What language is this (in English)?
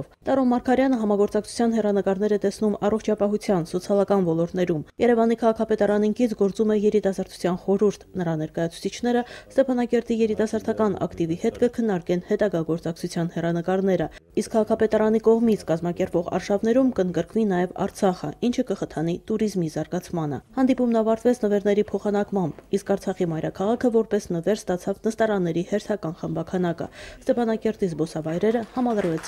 Armenian